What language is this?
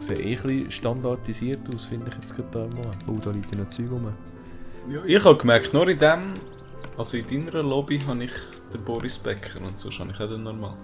Swiss German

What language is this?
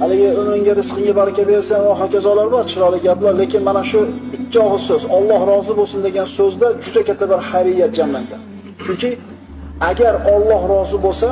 Uzbek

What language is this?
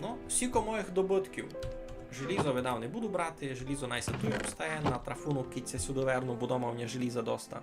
Rusyn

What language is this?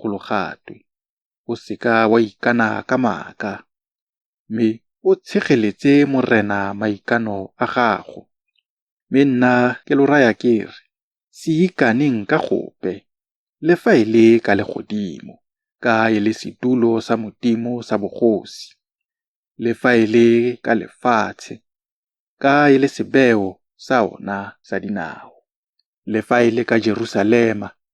Tswana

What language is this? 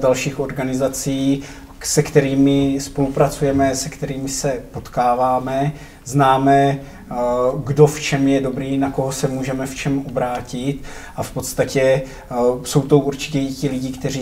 Czech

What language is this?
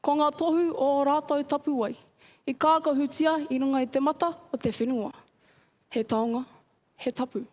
Māori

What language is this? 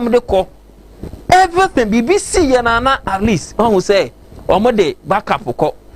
Akan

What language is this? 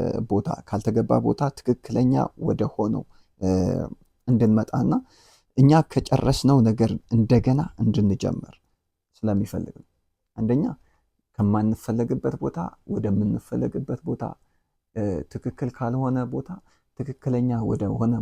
Amharic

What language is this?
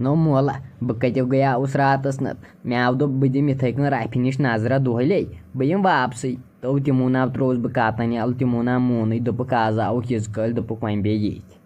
Kashmiri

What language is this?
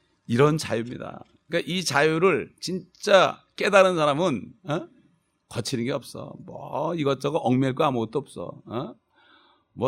Korean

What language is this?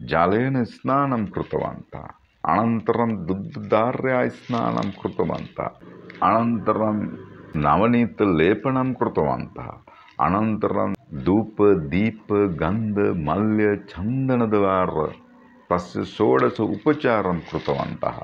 Sanskrit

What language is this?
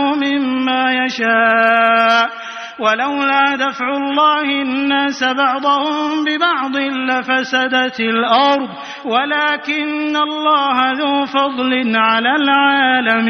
Arabic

